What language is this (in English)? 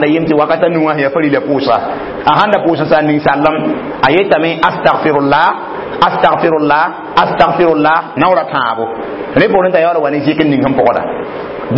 Mossi